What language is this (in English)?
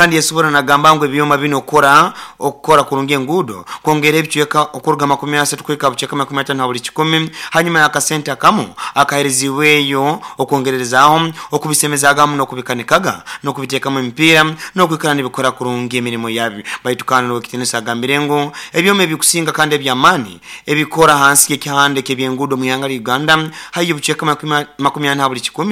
Nyoro